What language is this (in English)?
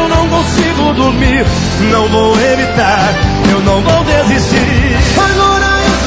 Portuguese